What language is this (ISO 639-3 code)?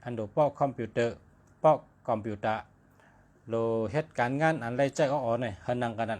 shn